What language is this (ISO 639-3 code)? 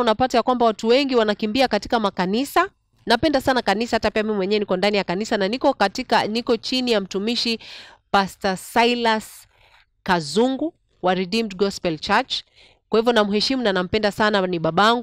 swa